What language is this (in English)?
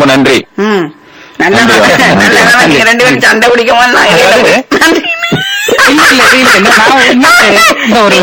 Tamil